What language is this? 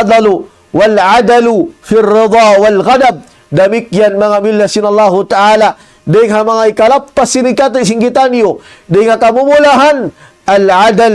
Tausug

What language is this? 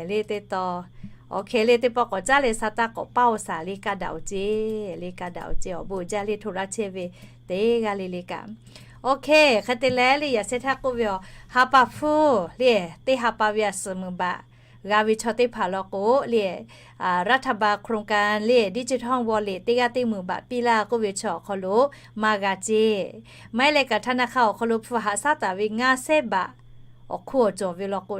Lahu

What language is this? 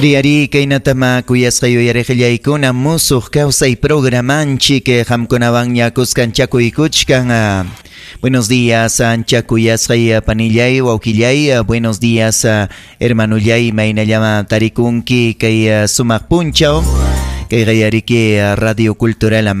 Ayacucho Quechua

